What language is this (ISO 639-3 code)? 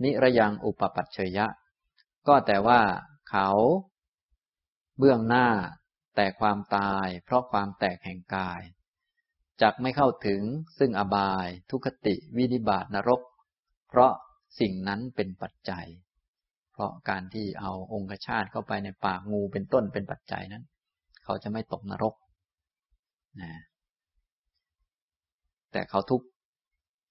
tha